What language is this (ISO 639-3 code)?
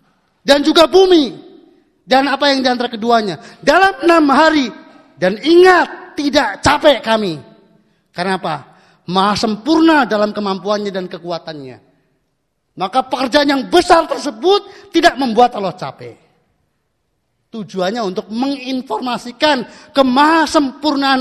ind